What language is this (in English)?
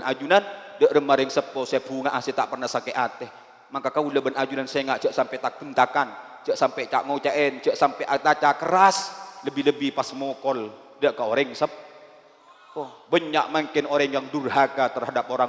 Madurese